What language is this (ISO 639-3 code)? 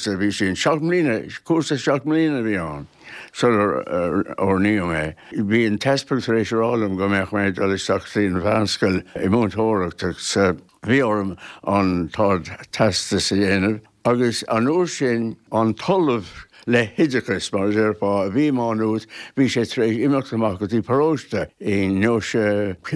gle